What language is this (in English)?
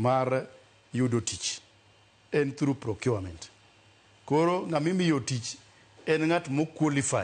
Luo (Kenya and Tanzania)